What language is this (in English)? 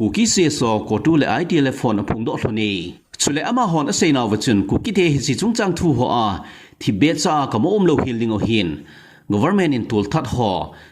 Thado Chin